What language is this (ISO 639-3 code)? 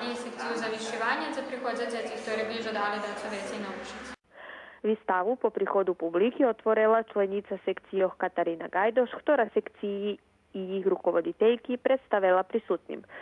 rue